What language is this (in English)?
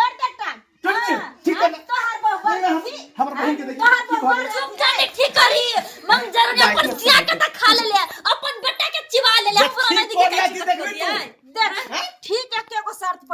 Maithili